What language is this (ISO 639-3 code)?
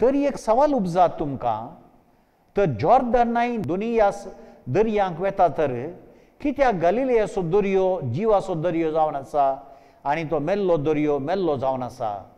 kok